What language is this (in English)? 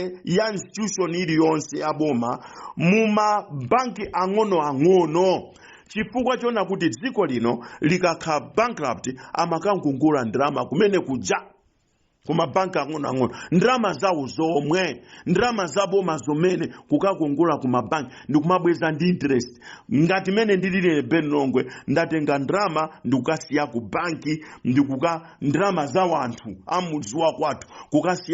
Nyanja